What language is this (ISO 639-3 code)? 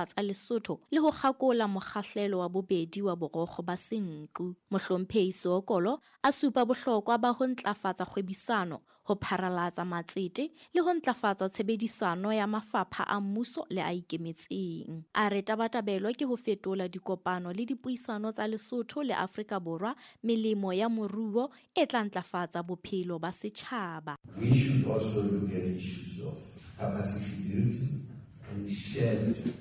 sot